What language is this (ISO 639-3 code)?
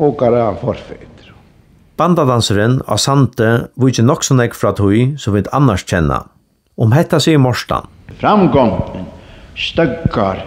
fao